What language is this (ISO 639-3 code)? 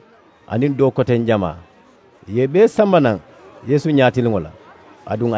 man